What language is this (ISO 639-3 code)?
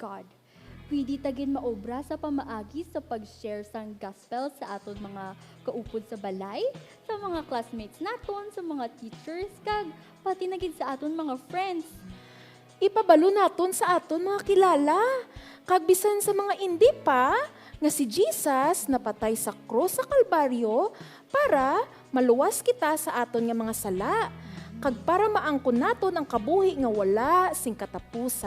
hil